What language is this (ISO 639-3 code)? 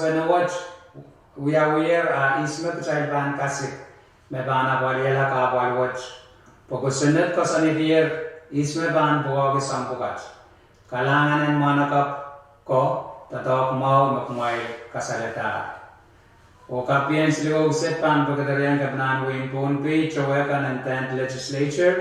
pon